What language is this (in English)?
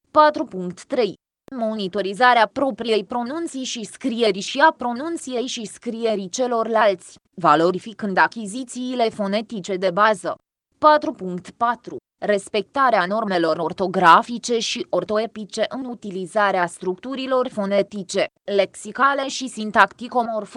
Romanian